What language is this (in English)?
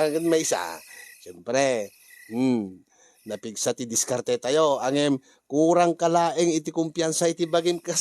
Iloko